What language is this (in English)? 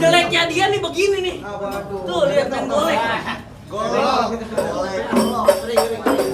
Betawi